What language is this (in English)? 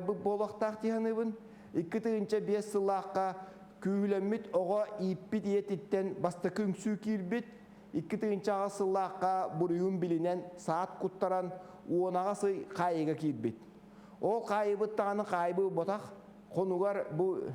Yakut